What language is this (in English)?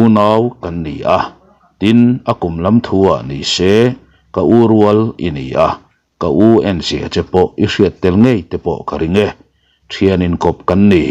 Mizo